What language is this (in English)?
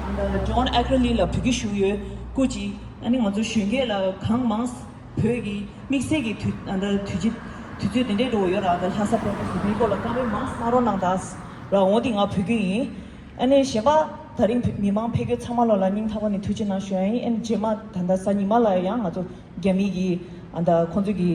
Tibetan